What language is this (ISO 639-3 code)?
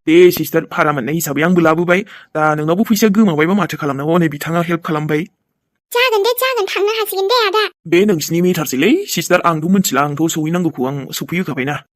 brx